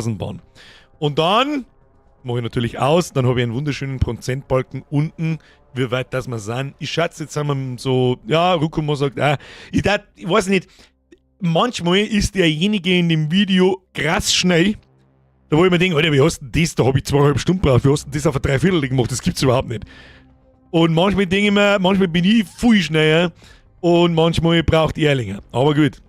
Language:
Bavarian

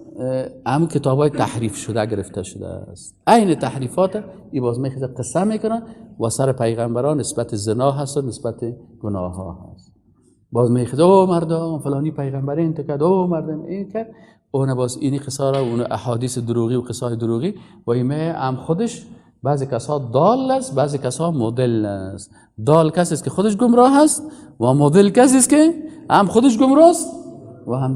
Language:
Persian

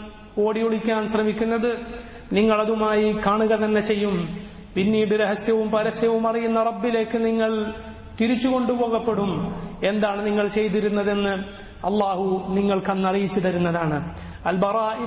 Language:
Malayalam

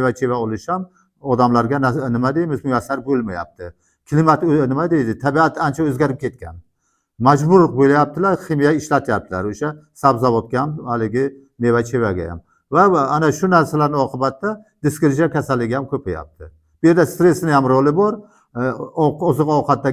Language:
Uzbek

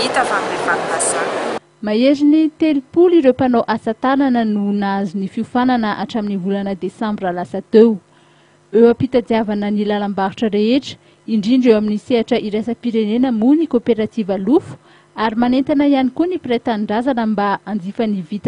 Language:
Malagasy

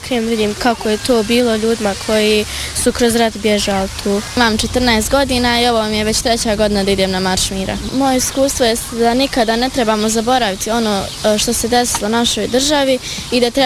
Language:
Bosnian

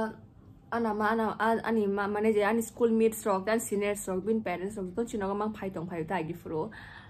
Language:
Kok Borok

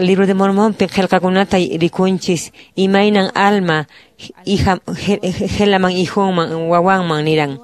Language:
Quechua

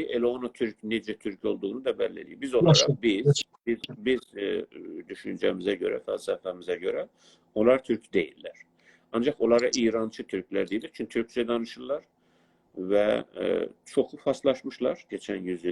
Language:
South Azerbaijani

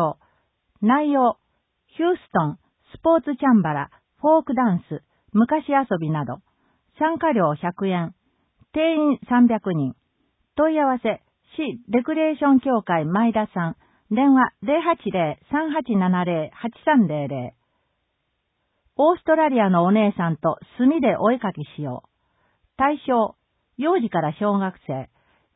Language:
Japanese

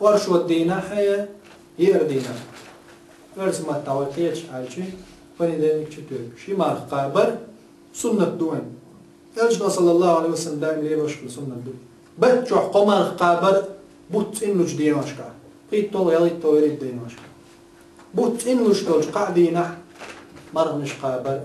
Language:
Chechen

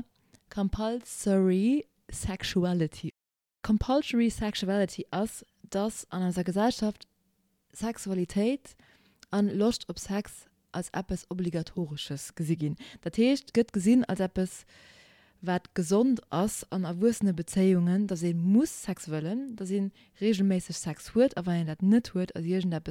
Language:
Luxembourgish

